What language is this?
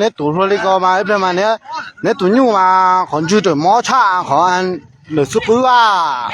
Hmong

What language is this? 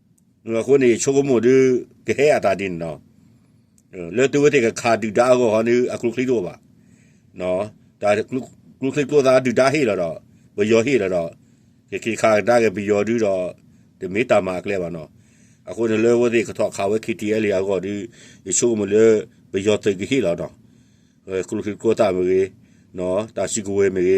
S'gaw Karen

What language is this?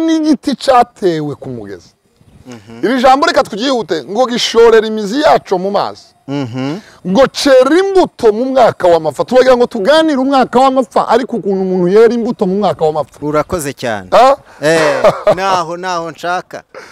Kinyarwanda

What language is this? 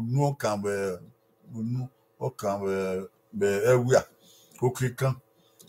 Bini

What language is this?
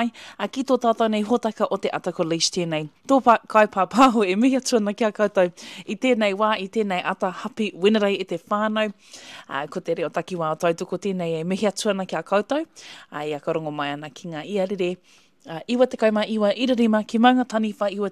Māori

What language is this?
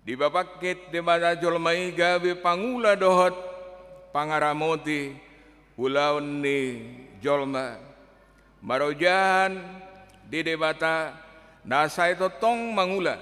Batak Toba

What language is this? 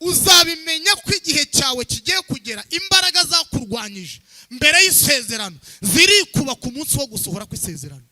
Kinyarwanda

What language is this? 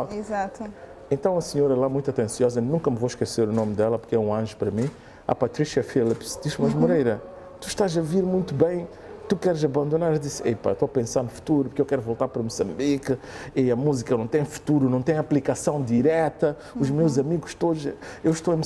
Portuguese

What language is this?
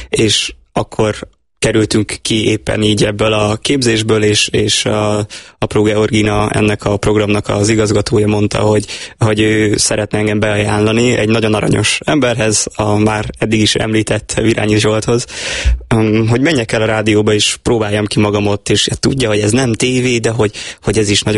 Hungarian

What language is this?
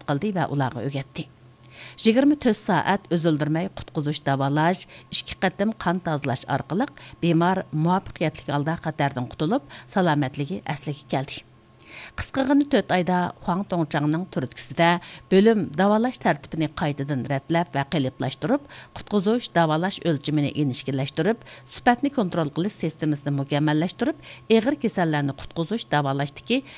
Uyghur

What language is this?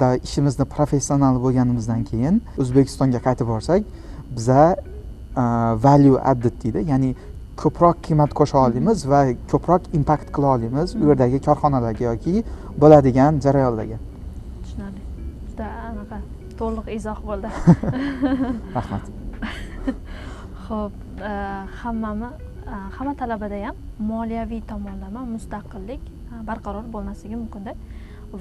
Uzbek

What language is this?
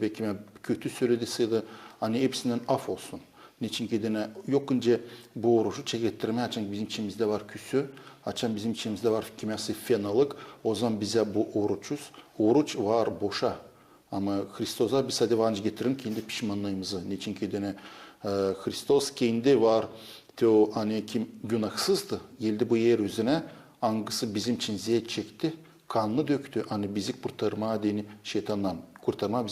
Gagauz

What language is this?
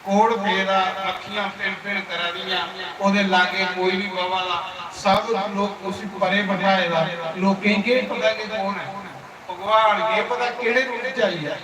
Dogri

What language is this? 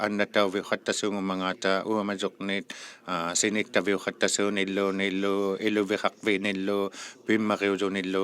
Inuktitut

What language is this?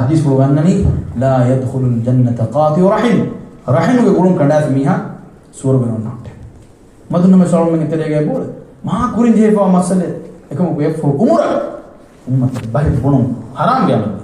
Divehi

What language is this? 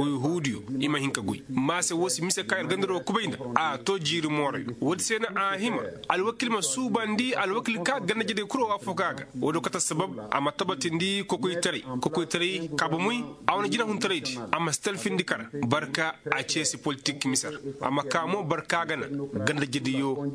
Koyraboro Senni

